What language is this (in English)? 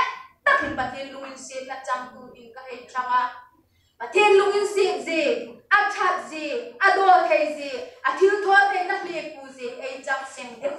Hmar